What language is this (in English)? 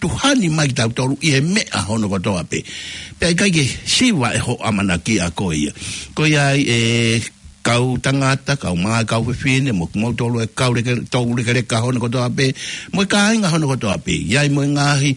Tongan